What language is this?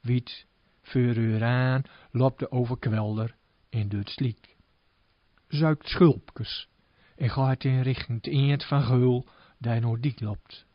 Gronings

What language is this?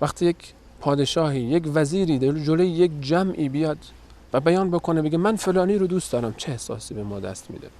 Persian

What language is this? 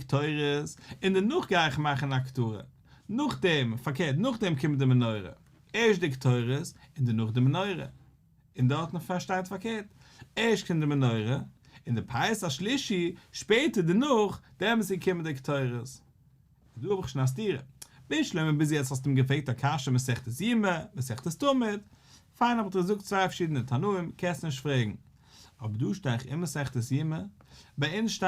Yiddish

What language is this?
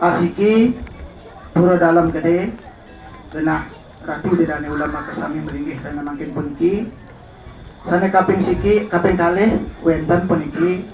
Balinese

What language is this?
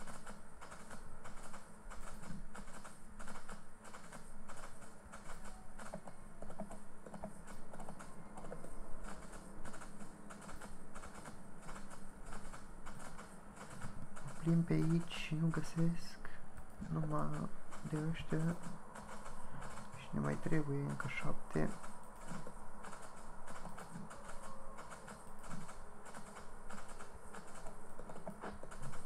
Romanian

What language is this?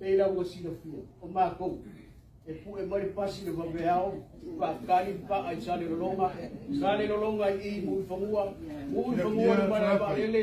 Samoan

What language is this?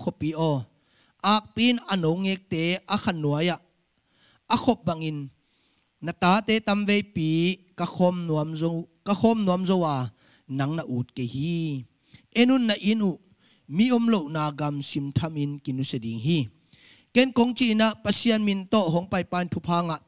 Tedim Chin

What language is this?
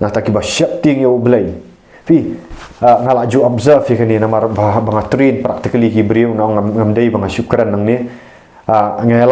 Khasi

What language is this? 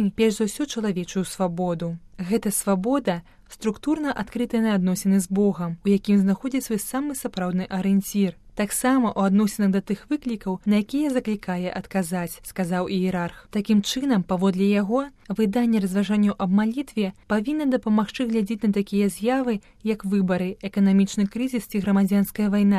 Belarusian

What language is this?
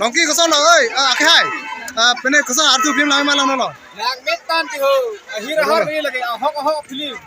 Karbi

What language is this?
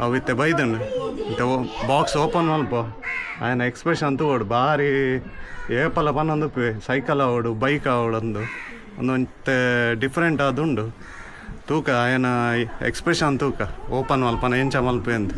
Tulu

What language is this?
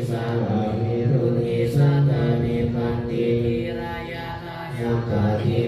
Pali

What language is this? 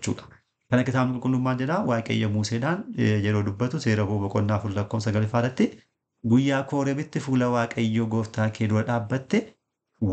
Oromo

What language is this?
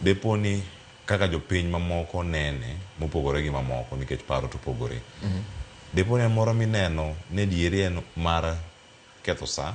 Luo (Kenya and Tanzania)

